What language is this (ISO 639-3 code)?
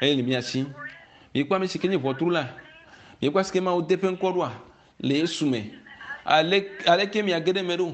ewe